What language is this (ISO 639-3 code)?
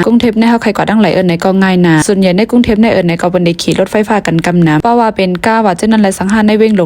shn